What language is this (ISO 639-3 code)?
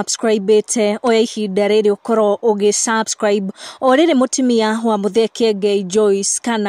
kik